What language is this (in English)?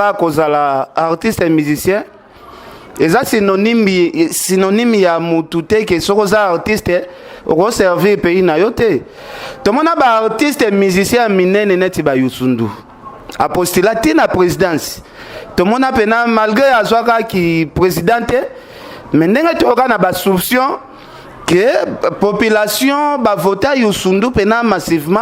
Lingala